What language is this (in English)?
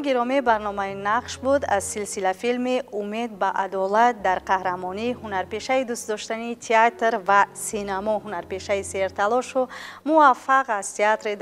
Tajik